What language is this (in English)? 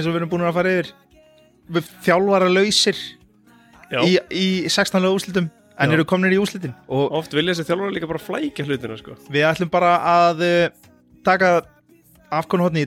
Icelandic